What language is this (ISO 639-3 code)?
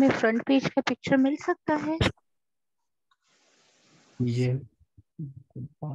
urd